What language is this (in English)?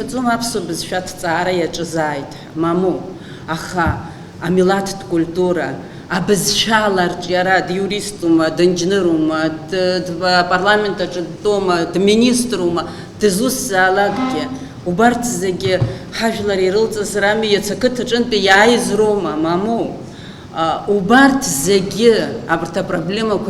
Abkhazian